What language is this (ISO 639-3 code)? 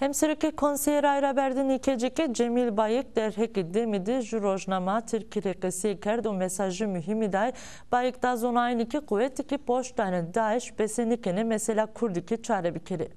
zza